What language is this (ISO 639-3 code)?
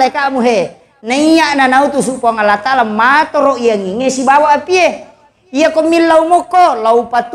bug